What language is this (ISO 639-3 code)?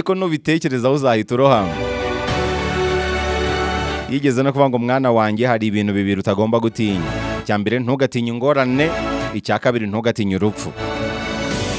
kin